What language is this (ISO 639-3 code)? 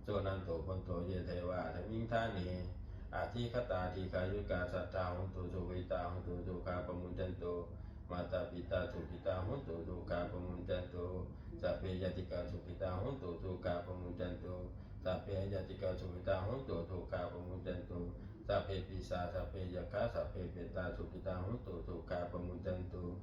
pli